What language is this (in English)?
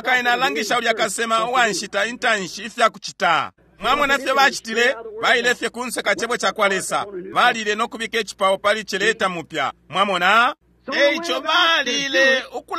Bemba